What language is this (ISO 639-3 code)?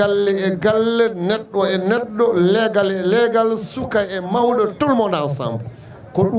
ful